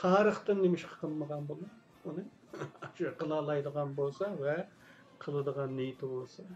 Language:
Uyghur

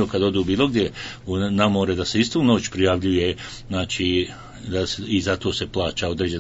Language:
Bosnian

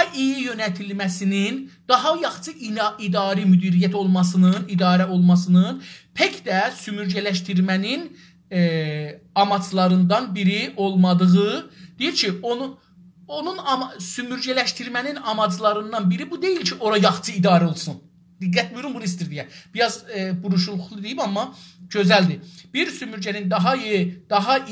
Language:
South Azerbaijani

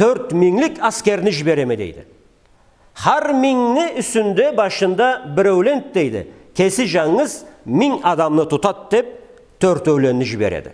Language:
Karachay-Balkar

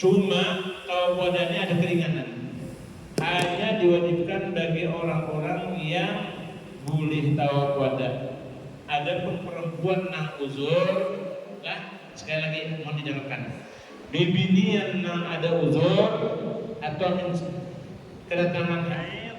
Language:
Banjar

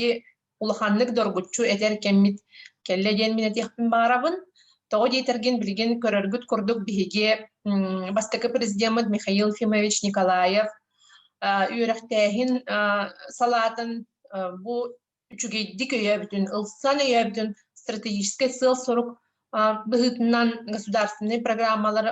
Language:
Yakut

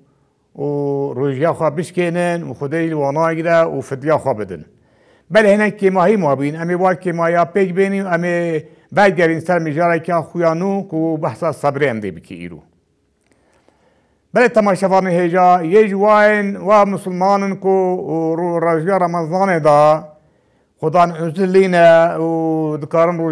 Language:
Kurdish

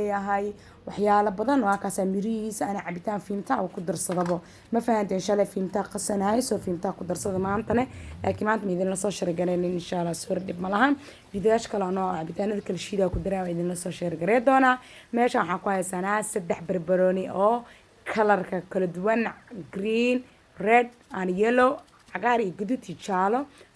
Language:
Somali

